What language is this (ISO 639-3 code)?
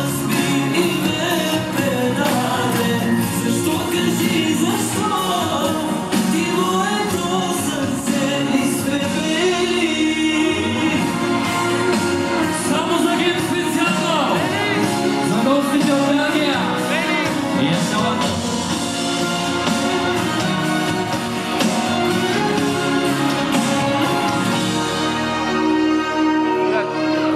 bul